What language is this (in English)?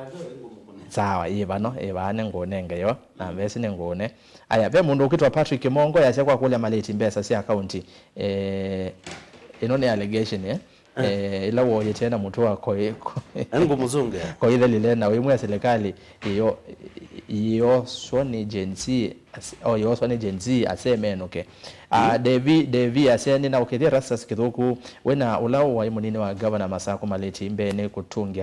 Kamba